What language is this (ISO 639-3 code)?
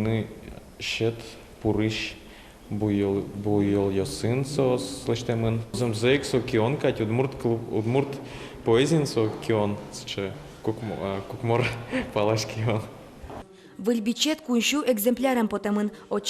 udm